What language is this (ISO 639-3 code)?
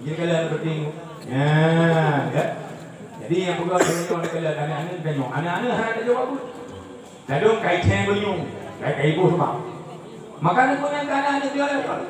ace